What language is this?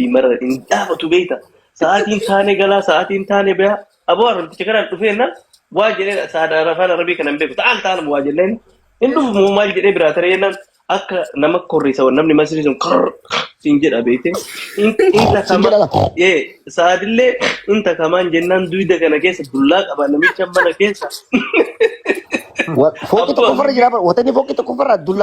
Oromo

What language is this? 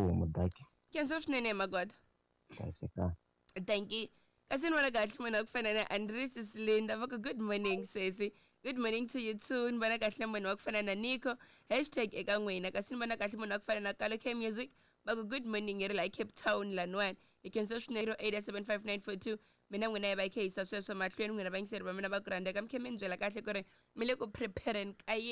Tsonga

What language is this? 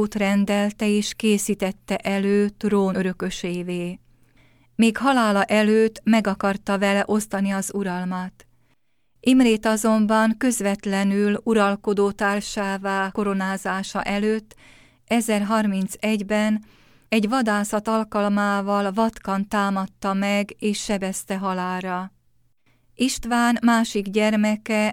Hungarian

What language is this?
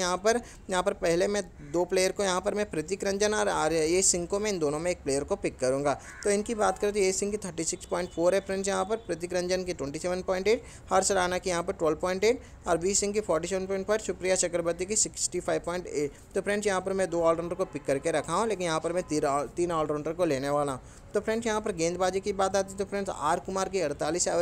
Hindi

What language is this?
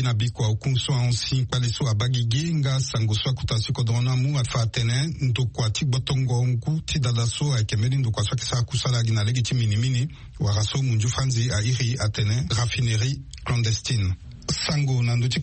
Sango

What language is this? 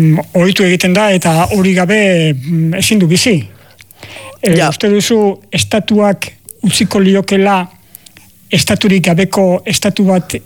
Basque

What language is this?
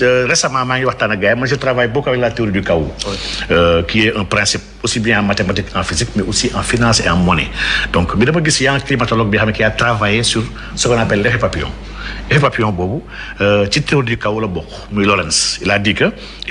Wolof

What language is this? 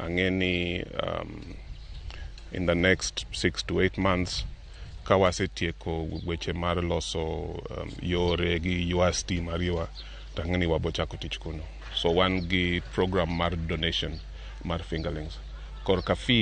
Luo (Kenya and Tanzania)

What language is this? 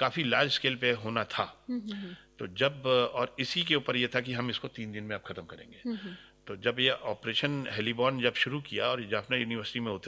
Hindi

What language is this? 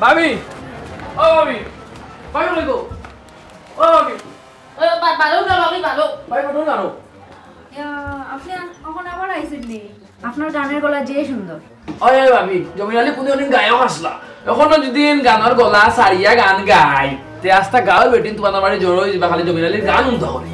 Sylheti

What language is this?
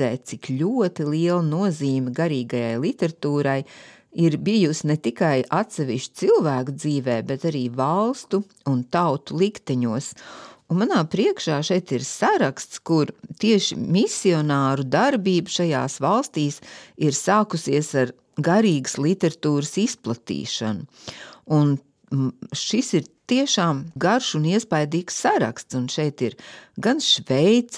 Latvian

